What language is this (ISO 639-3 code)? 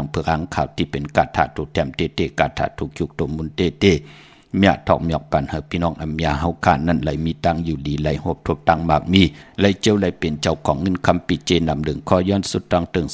shn